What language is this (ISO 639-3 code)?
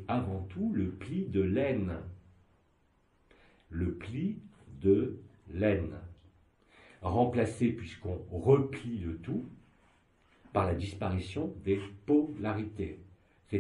fra